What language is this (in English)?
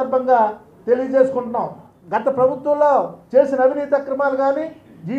Telugu